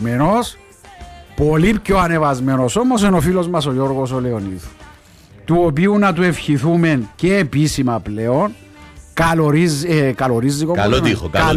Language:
Greek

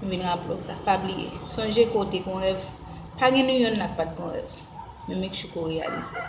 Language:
Haitian Creole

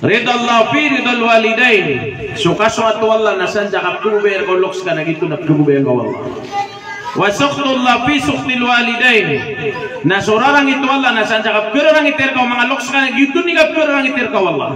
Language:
Maranao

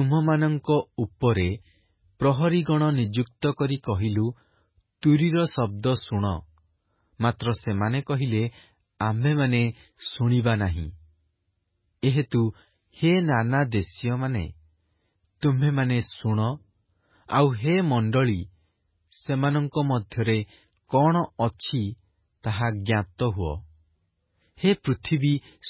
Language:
Odia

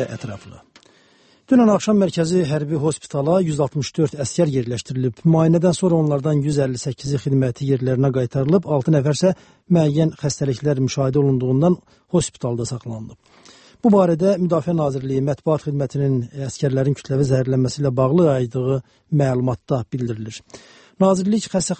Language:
Azerbaijani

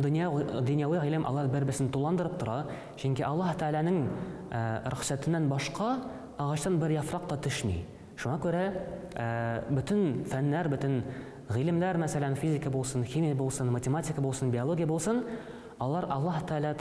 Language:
Tatar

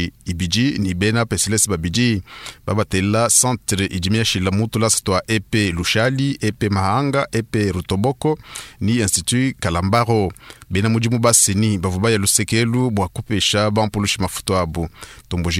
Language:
Luba-Lulua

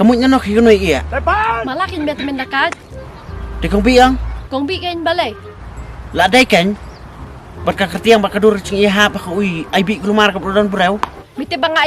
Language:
Khasi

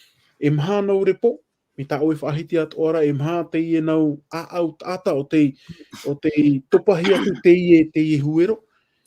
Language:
Tahitian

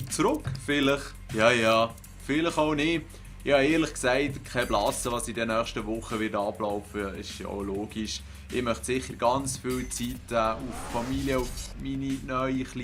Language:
Swiss German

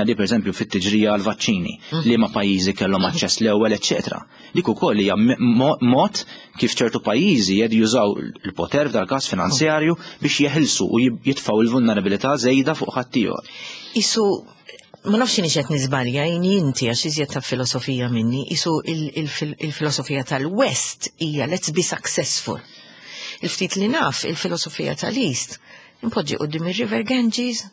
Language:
Maltese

